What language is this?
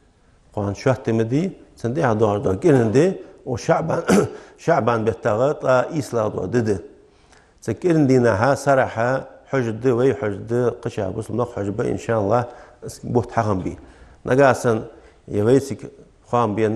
Ingush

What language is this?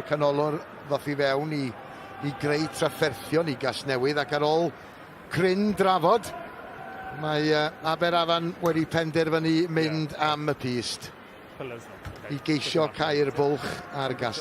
Welsh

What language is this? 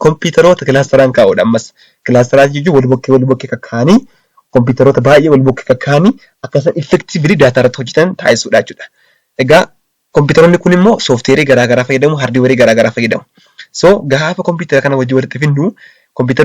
Oromo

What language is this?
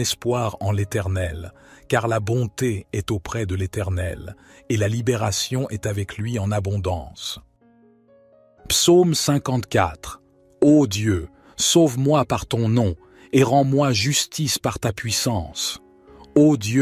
French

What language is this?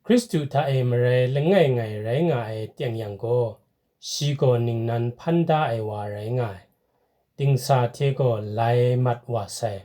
Kachin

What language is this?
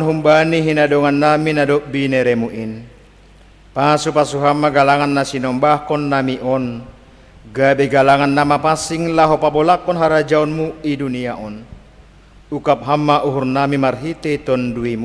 Batak Simalungun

